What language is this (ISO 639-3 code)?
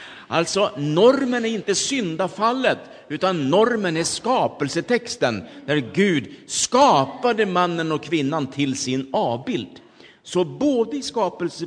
swe